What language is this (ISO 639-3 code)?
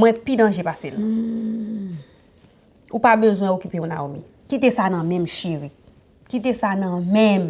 hat